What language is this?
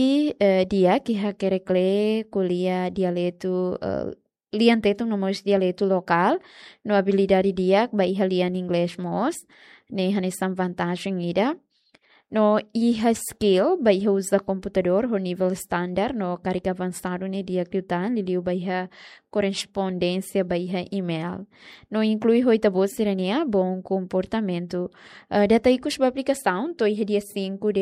Tetum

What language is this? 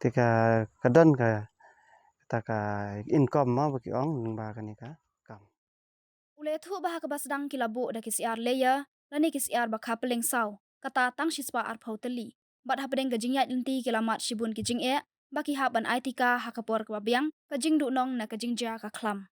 Khasi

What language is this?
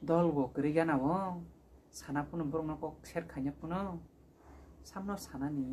Kok Borok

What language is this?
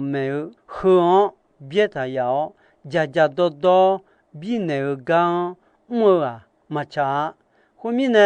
Akha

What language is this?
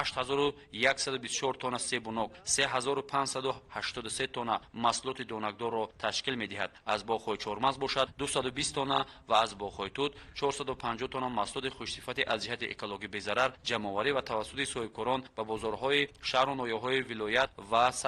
Tajik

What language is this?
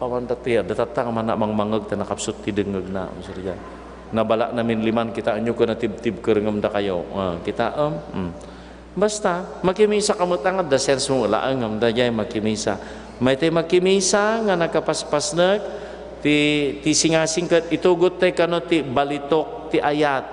Iloko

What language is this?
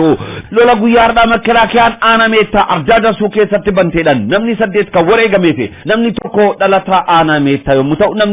Oromo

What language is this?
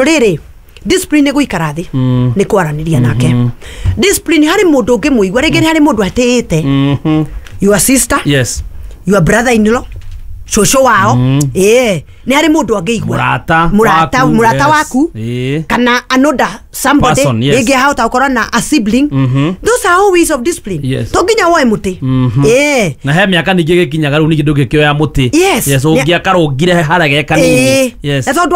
Kikuyu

